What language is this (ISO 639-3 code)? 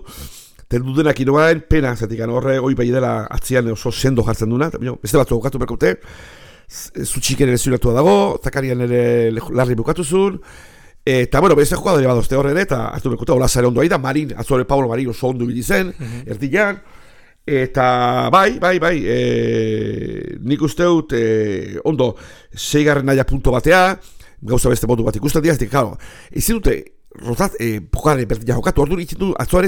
eus